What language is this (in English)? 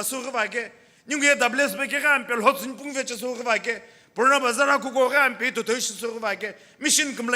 Sumi Naga